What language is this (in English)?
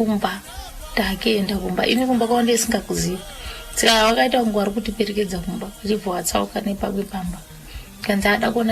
Shona